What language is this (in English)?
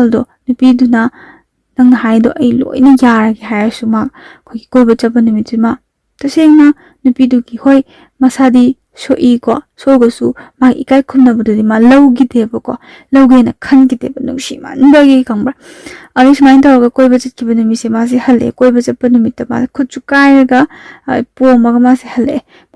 Manipuri